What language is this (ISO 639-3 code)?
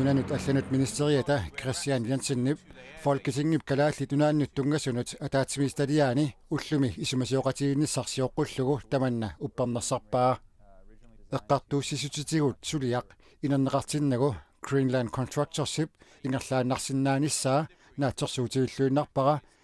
kal